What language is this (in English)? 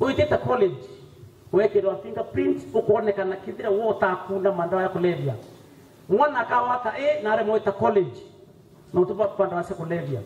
Meru